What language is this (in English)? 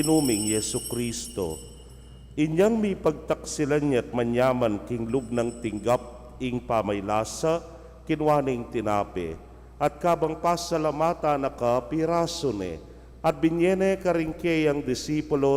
Pampanga